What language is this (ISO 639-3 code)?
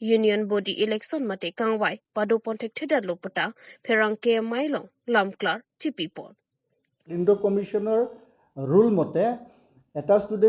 mjw